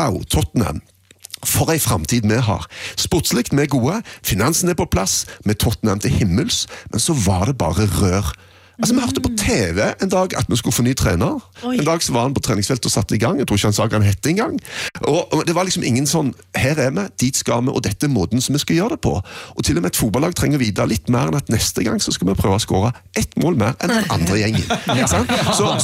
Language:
Norwegian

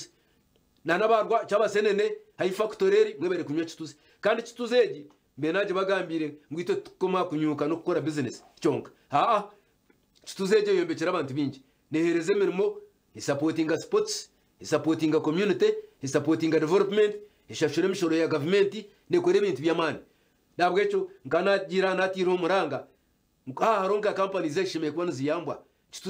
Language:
Nyankole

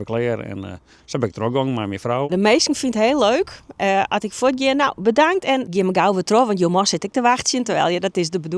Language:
Western Frisian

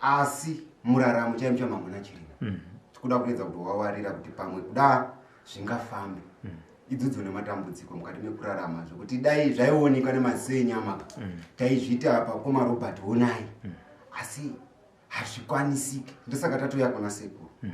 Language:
Shona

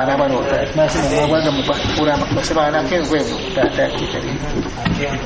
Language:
Awa-Cuaiquer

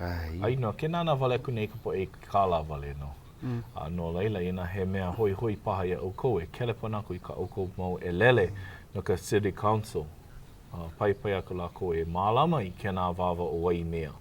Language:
Hawaiian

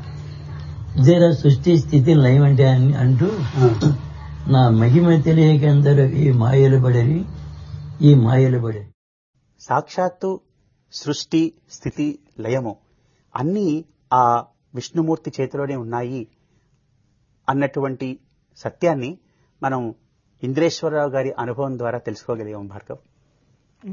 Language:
Telugu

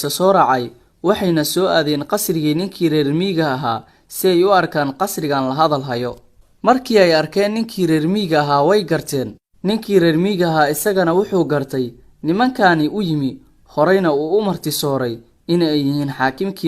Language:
Somali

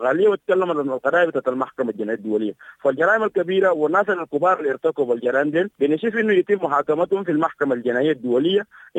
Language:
Sudanese Arabic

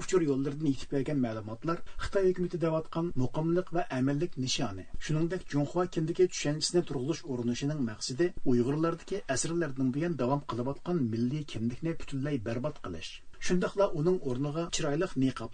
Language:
Uyghur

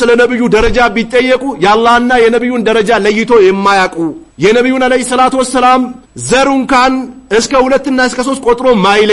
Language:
Amharic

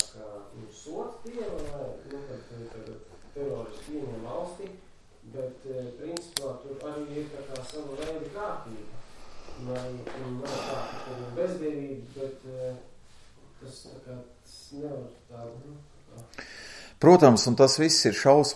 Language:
Latvian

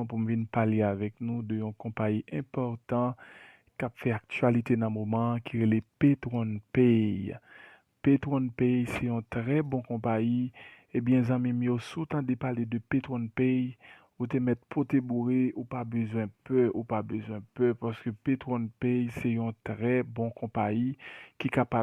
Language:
Haitian Creole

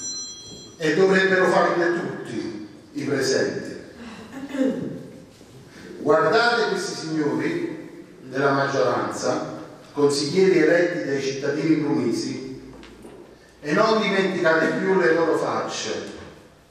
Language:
Italian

